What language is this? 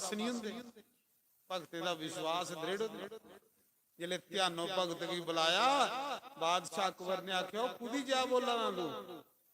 Dogri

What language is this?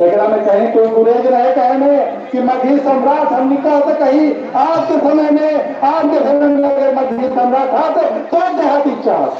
Magahi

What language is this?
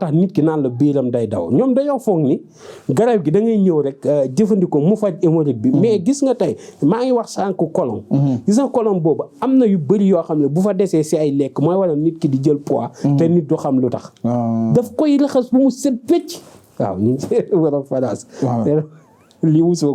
Wolof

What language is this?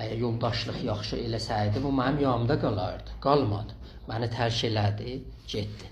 South Azerbaijani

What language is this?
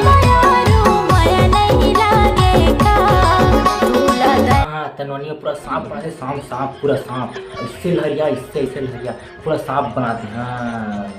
Chhattisgarhi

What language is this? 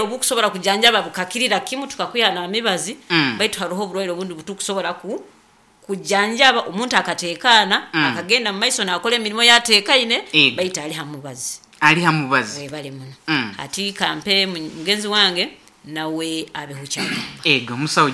Nyoro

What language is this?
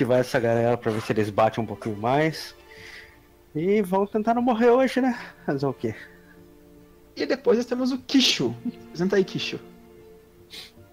Portuguese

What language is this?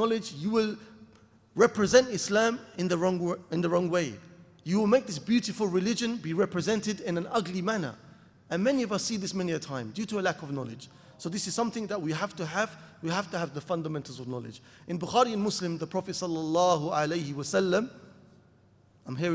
English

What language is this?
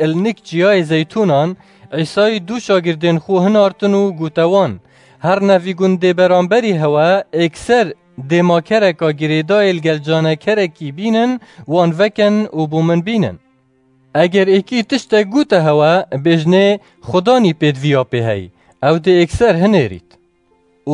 Kurdish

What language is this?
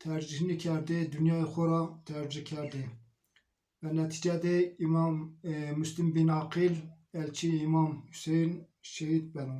Zaza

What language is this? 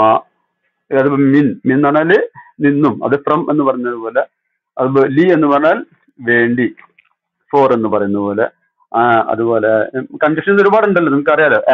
Malayalam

